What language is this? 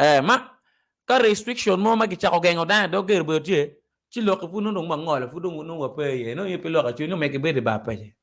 Acoli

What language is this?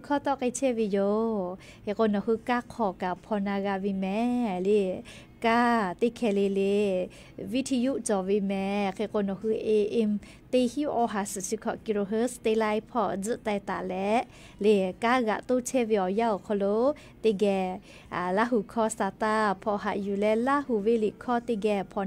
Lahu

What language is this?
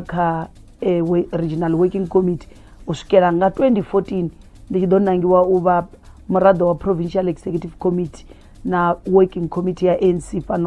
Venda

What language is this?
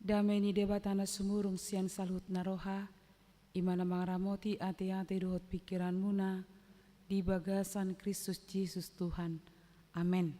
Batak Toba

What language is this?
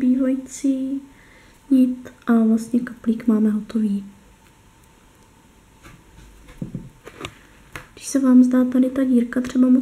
Czech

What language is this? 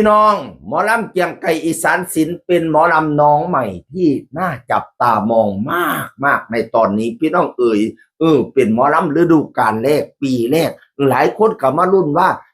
Northeastern Thai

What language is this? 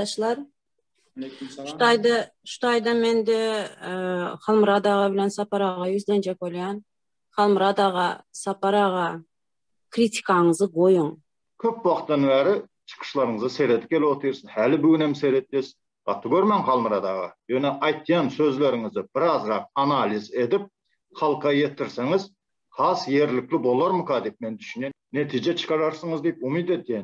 Turkmen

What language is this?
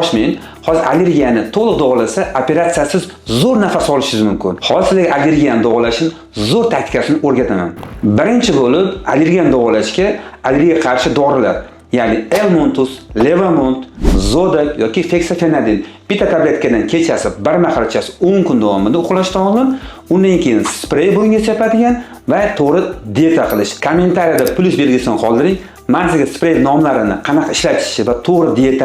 Uzbek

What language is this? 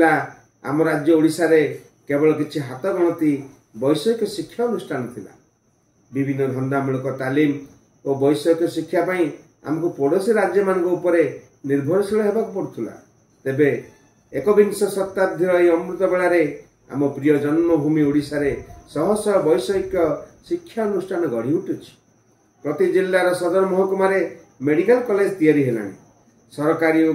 Odia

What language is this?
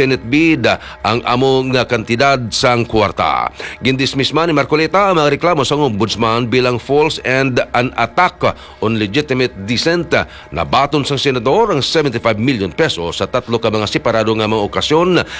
Hiligaynon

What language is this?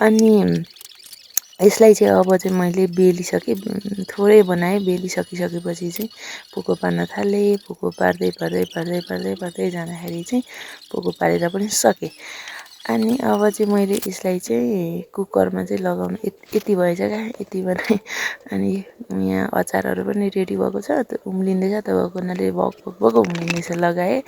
Nepali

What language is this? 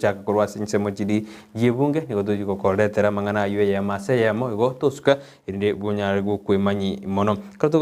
Gusii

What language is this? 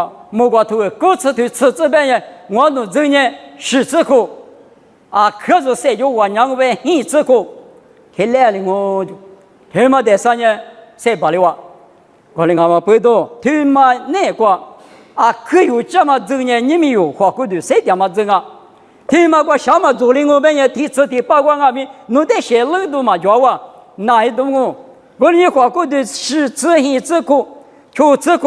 Lisu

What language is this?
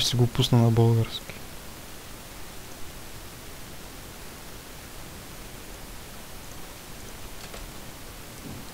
Bulgarian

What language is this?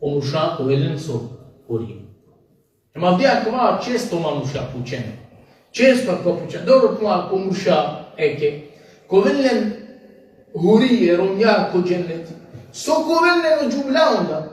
Balkan Romani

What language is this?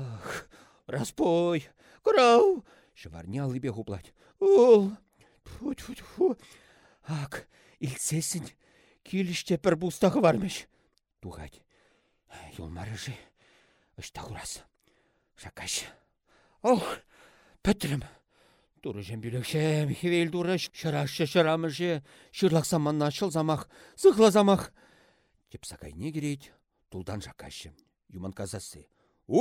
Chuvash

